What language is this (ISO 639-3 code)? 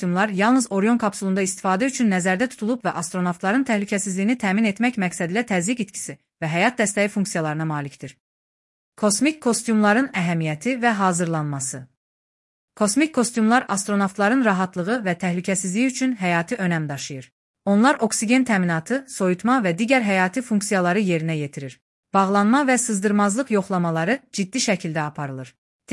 aze